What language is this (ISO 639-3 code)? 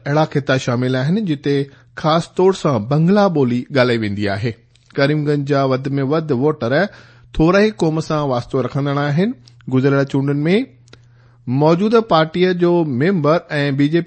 snd